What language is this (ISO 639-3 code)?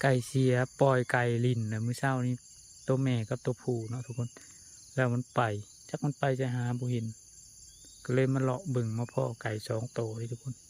lao